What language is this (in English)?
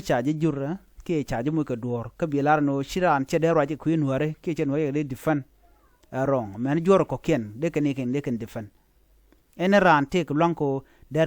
Nuer